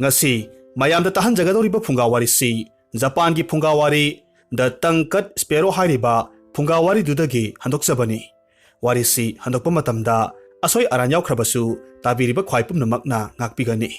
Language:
Manipuri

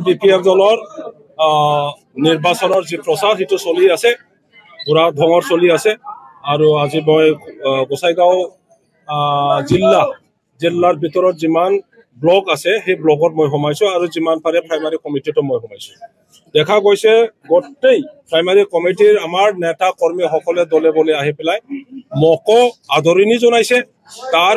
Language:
Assamese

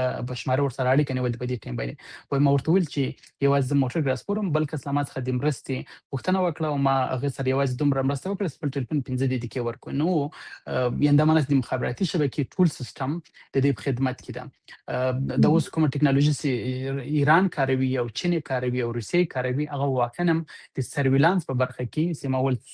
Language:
Pashto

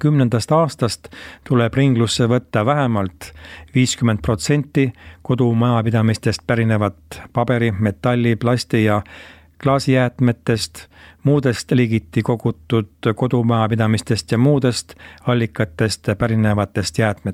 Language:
Estonian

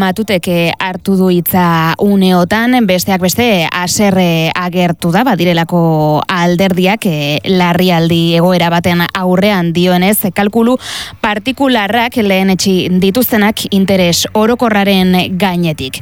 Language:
Basque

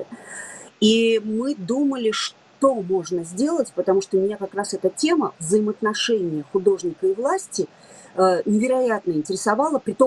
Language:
Russian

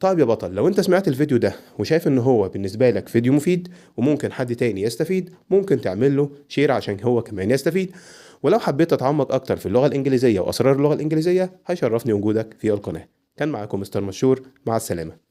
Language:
Egyptian Arabic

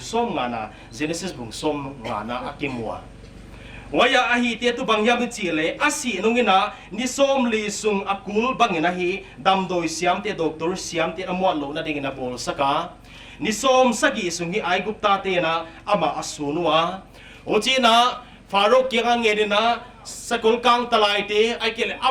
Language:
Paite Chin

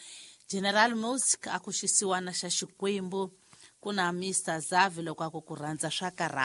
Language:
Tsonga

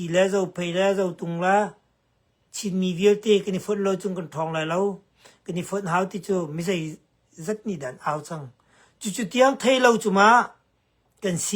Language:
Hakha Chin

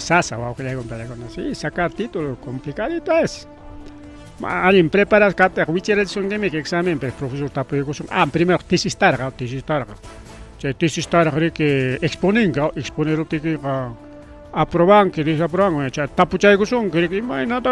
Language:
Ayacucho Quechua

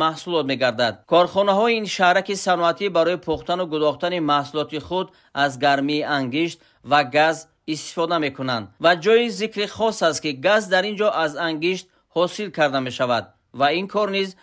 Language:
Tajik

